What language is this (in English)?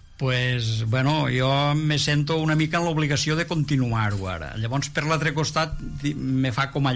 Catalan